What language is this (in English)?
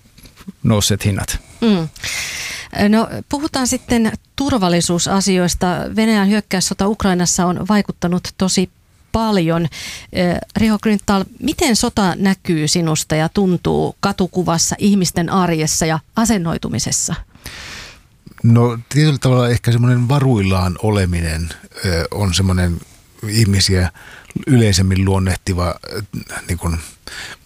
Finnish